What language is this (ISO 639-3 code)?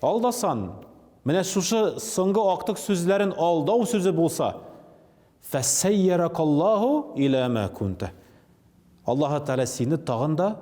tat